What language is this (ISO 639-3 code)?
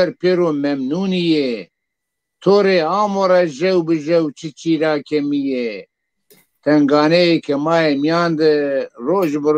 zza